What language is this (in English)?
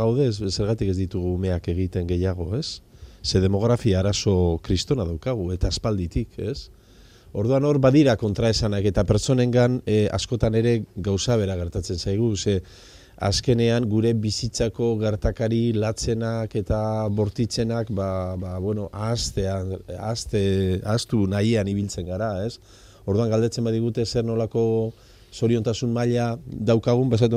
Basque